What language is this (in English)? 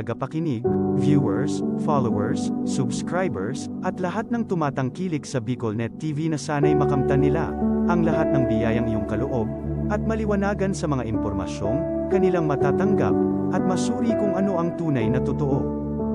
Bikol